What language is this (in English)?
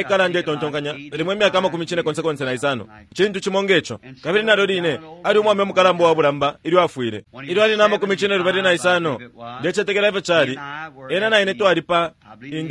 Bemba